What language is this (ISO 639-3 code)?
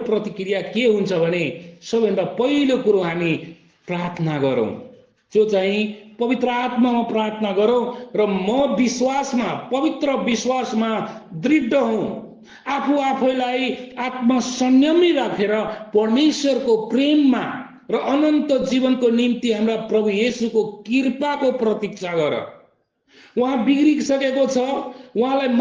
nep